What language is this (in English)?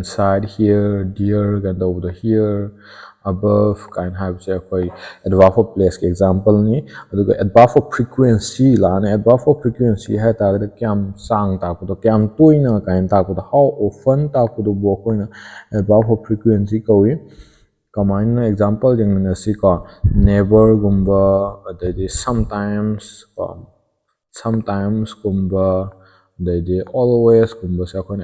Manipuri